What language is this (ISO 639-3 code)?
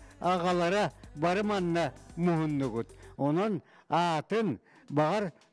sah